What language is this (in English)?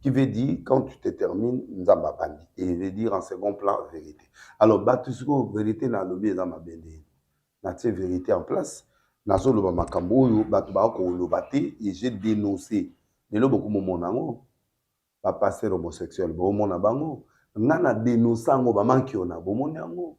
Lingala